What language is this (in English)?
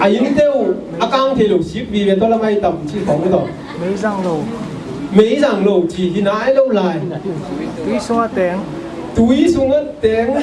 Tedim Chin